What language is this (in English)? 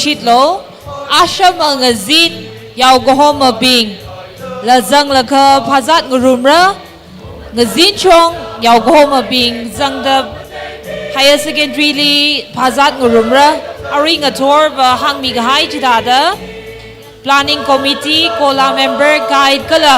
Tangkhul Naga (India)